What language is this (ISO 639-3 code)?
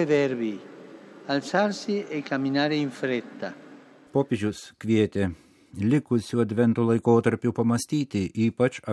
lit